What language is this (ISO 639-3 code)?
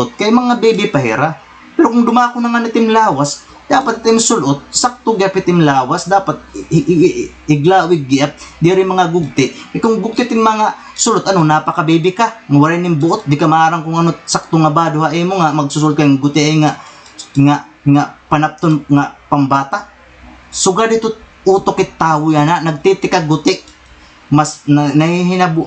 war